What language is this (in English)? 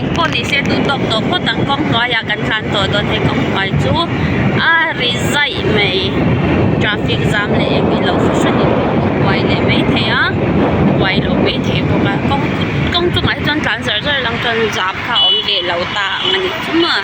Mizo